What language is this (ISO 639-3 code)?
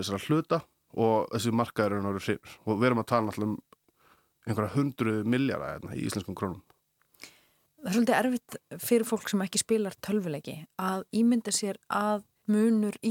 isl